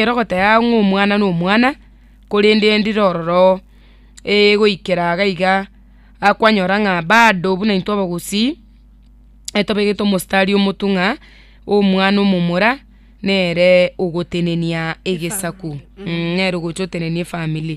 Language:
Gusii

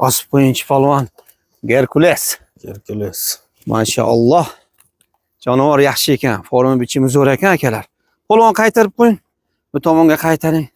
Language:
Uzbek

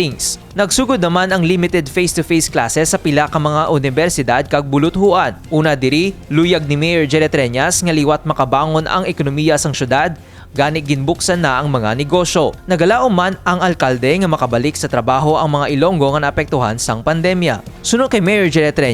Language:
Hiligaynon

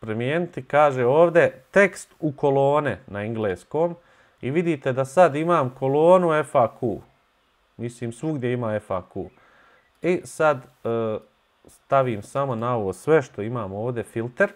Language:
Bosnian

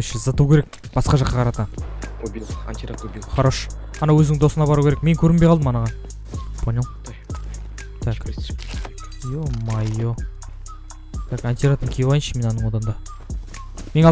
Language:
Kazakh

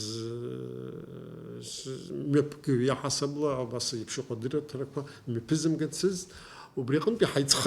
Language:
Abkhazian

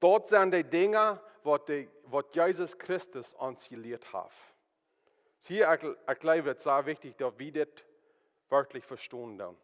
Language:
Plautdietsch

